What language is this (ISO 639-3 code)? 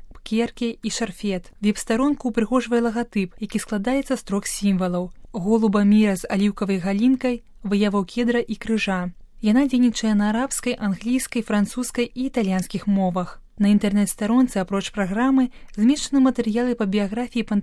bel